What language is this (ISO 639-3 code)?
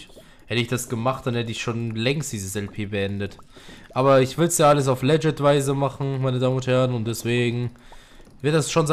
deu